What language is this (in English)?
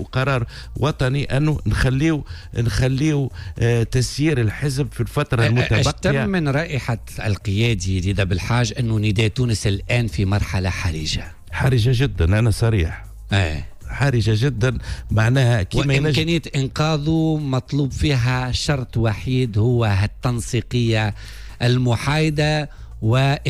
Tunisian Arabic